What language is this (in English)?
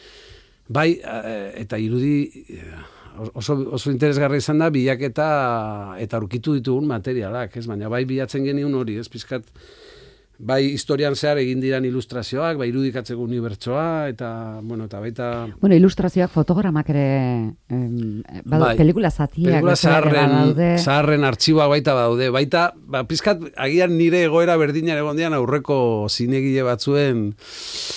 Basque